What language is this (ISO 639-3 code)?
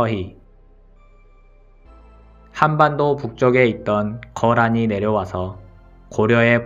kor